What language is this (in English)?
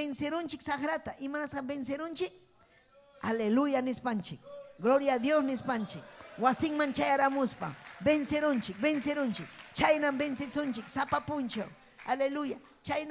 Ayacucho Quechua